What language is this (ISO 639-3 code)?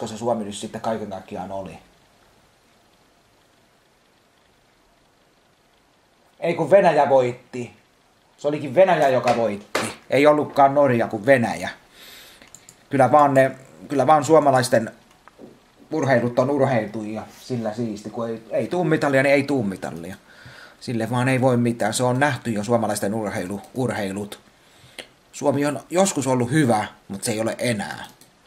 fin